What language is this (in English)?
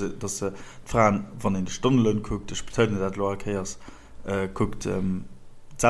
Luxembourgish